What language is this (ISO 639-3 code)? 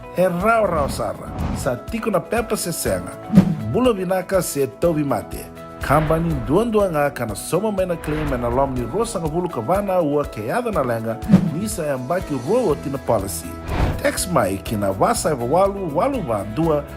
fij